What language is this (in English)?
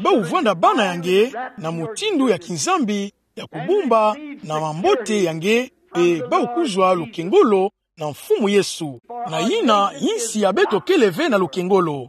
Kituba (Democratic Republic of Congo)